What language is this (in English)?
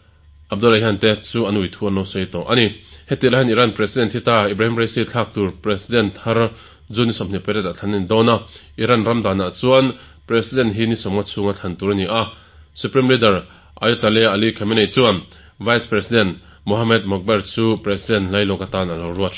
Mizo